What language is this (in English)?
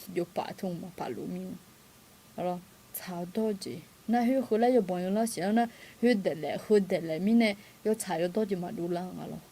Akha